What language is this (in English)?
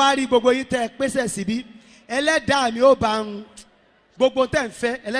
Yoruba